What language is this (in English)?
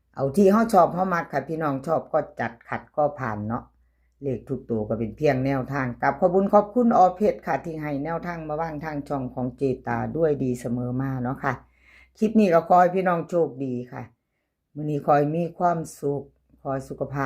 Northeastern Thai